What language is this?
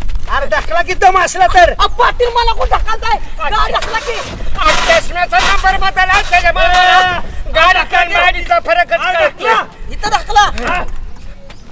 Marathi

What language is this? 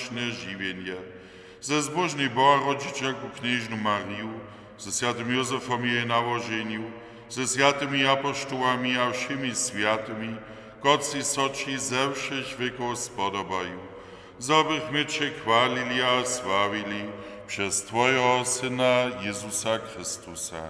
Upper Sorbian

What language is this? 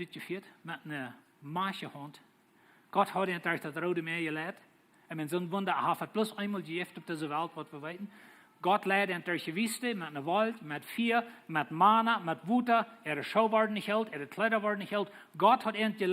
Plautdietsch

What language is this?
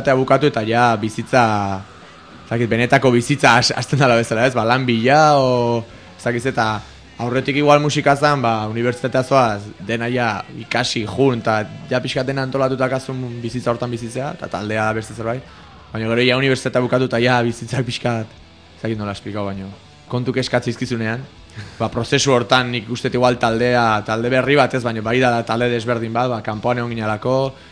Basque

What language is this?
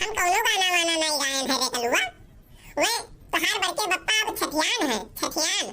Awadhi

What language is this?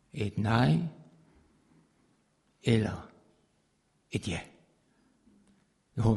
Danish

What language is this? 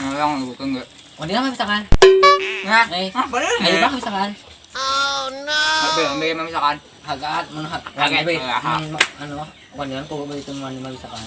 Banjar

